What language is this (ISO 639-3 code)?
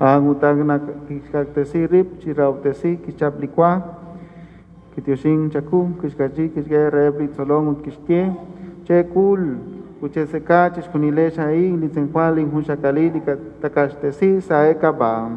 kek